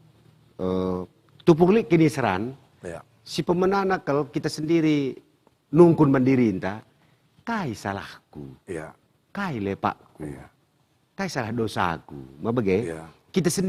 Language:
Batak Karo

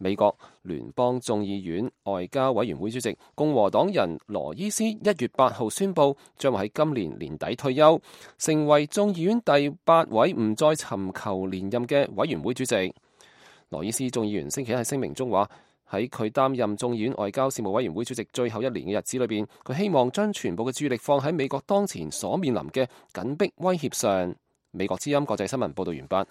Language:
Cantonese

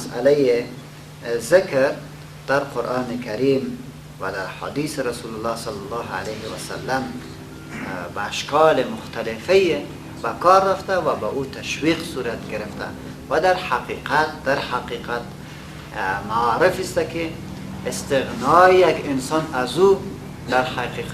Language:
Persian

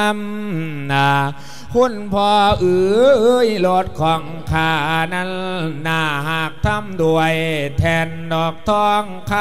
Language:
Lao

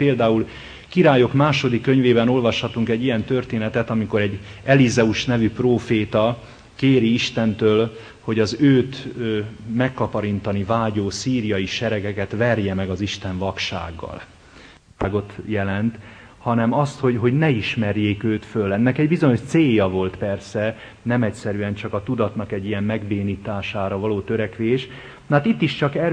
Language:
Hungarian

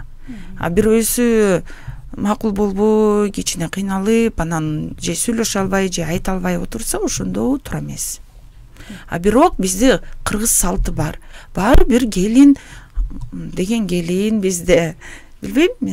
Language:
Kyrgyz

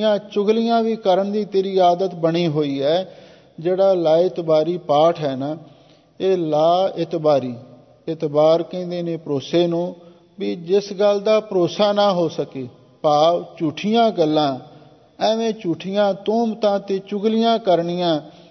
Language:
Punjabi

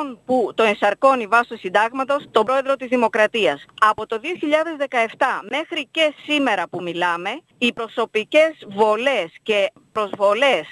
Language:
Greek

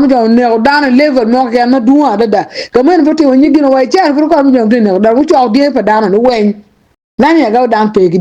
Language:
Acoli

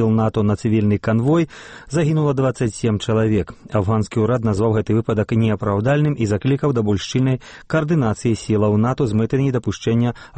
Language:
Belarusian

